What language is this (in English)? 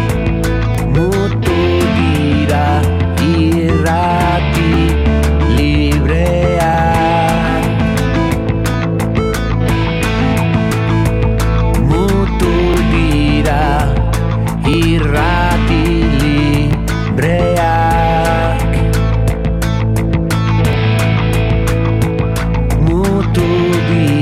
Basque